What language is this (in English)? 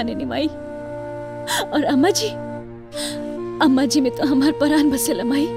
Bhojpuri